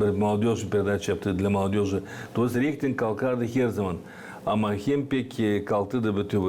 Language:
Gagauz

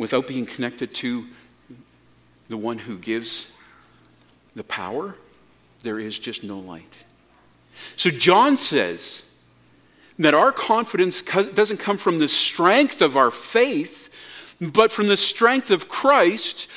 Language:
English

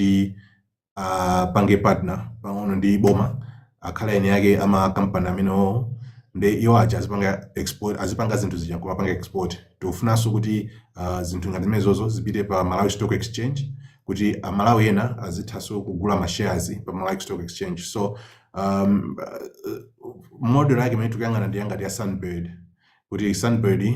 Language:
Nyanja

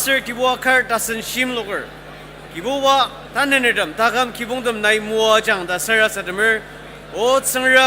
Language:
Ao Naga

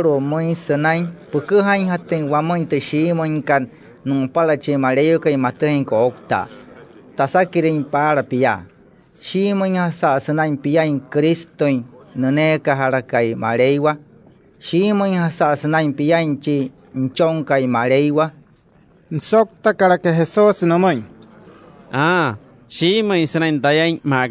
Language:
Wayuu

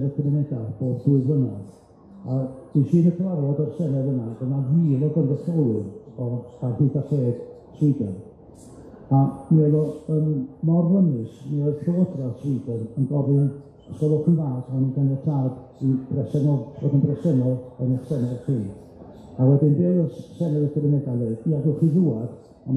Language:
Welsh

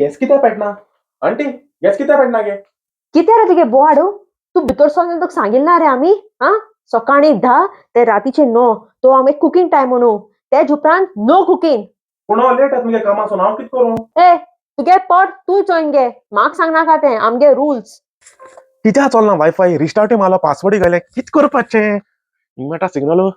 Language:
Konkani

